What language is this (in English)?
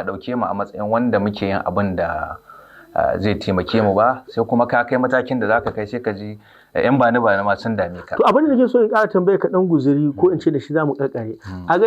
Hausa